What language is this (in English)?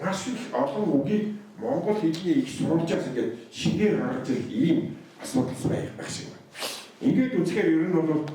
Mongolian